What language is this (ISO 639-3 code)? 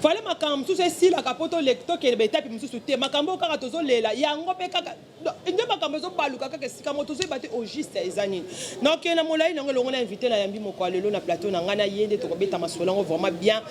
lin